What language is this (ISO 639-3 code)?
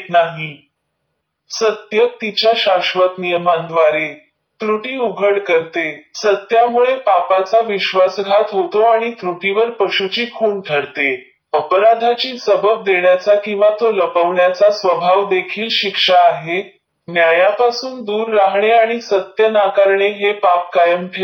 mar